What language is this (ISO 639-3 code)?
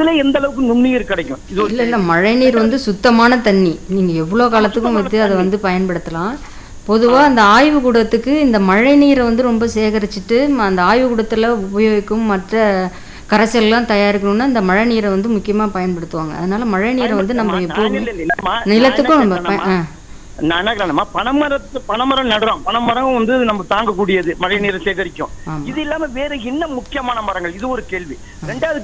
tam